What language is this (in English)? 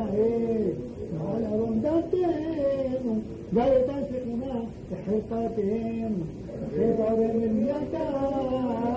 Hebrew